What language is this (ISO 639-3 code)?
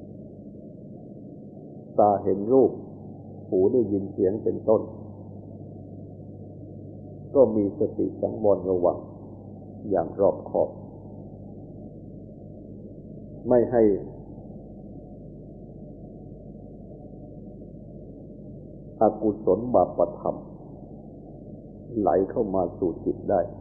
tha